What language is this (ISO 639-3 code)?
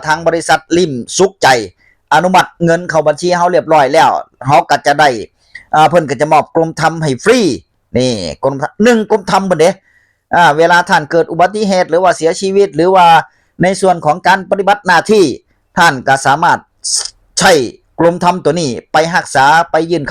tts